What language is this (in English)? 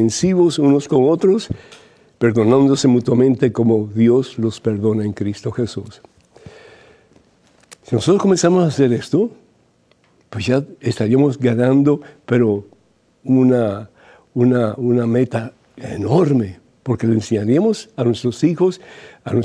Spanish